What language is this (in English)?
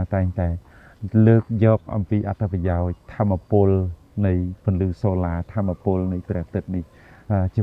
Khmer